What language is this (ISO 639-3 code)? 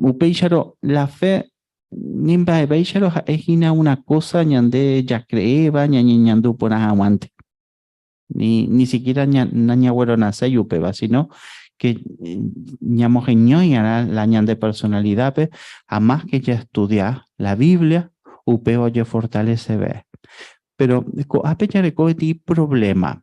grn